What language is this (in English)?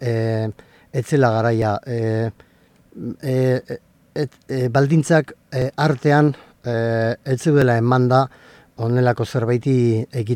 Basque